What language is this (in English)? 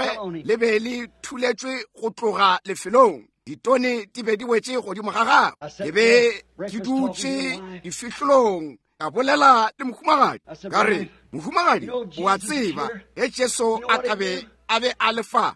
Northern Sotho